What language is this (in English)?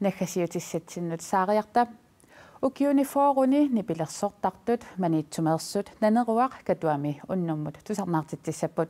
Kalaallisut